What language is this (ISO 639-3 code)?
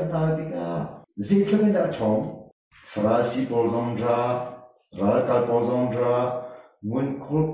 cnh